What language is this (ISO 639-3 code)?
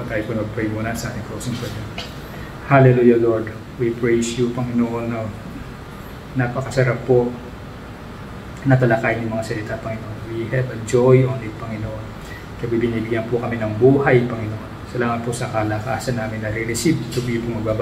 fil